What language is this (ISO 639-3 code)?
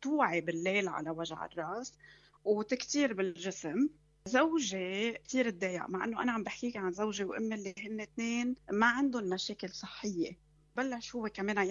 apc